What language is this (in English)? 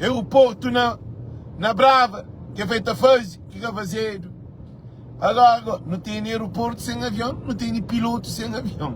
Kabuverdianu